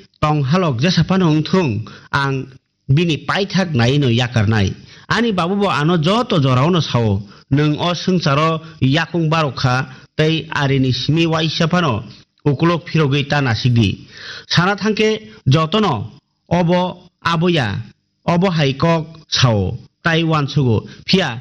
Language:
Kok Borok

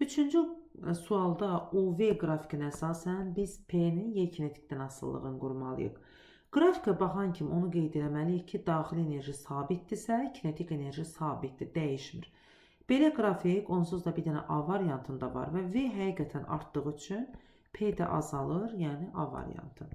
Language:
Azerbaijani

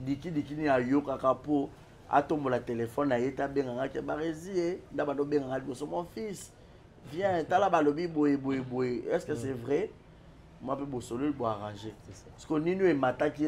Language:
Lingala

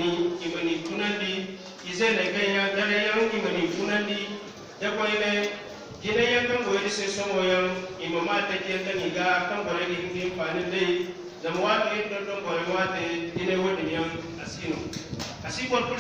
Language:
Zarma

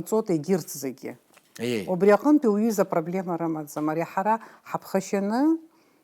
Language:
Abkhazian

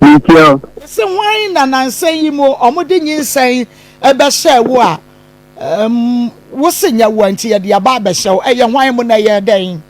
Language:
Akan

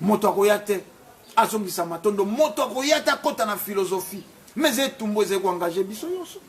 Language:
Lingala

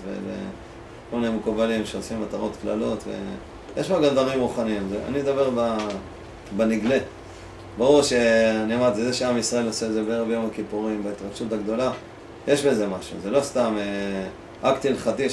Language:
Hebrew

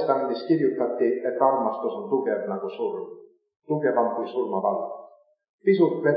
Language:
Estonian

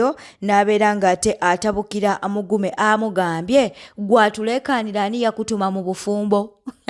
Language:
Ganda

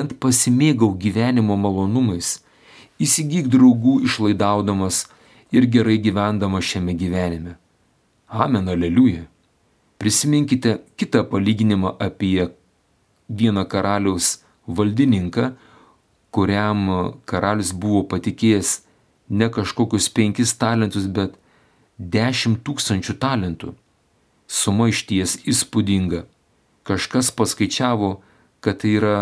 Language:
Lithuanian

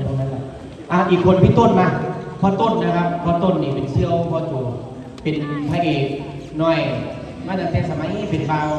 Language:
Northeastern Thai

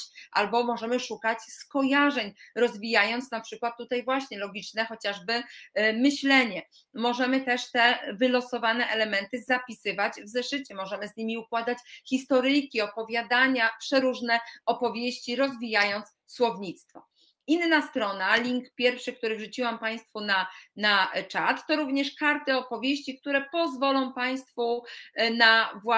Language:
Polish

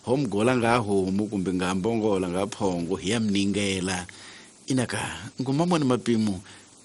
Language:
Tsonga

